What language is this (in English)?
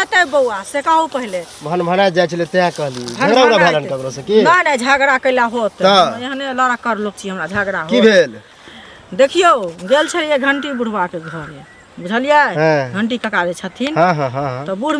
Maithili